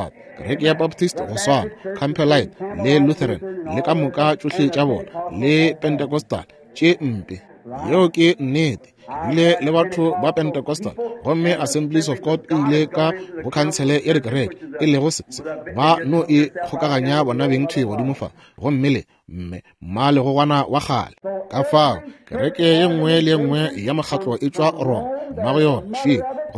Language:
Northern Sotho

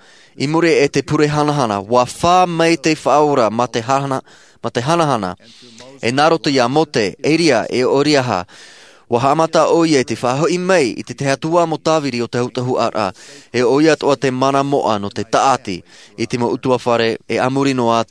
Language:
Tahitian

